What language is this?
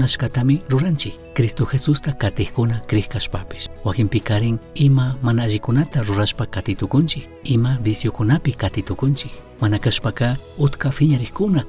Chimborazo Highland Quichua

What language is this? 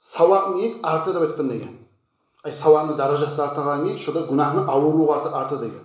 Kumyk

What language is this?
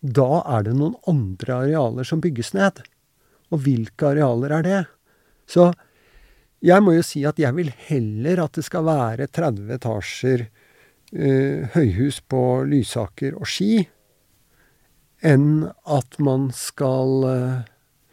Norwegian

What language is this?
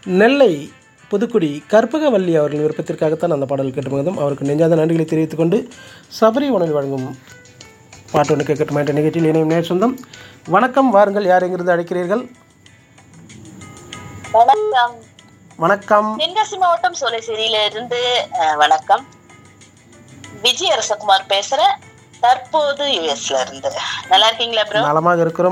Tamil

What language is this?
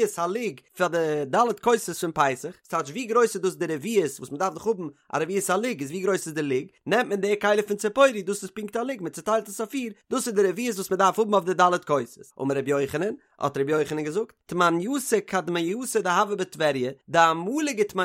Yiddish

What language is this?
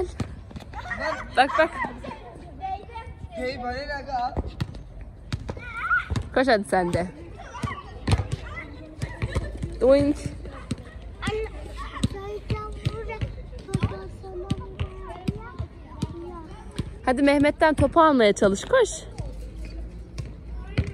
Turkish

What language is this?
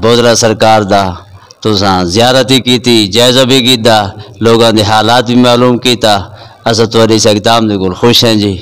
Saraiki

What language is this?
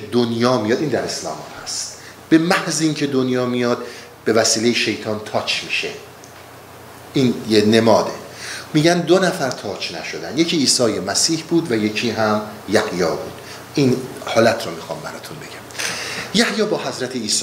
Persian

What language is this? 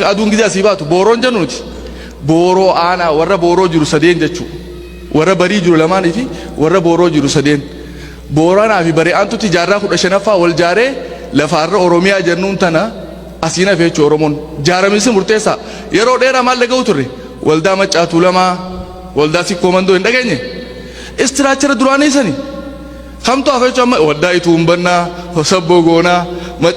Oromo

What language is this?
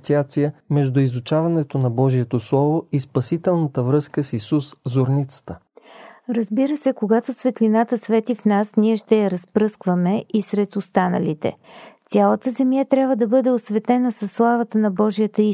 Bulgarian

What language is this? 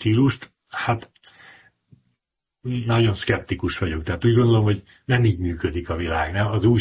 Hungarian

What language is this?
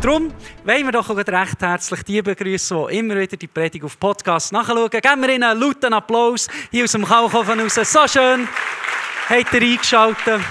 Swiss German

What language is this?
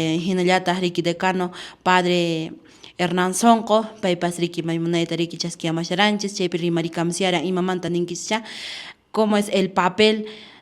Quechua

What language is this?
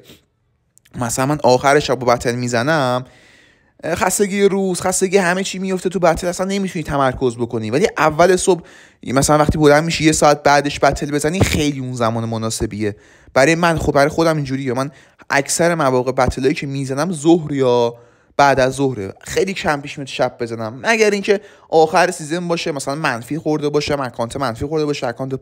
Persian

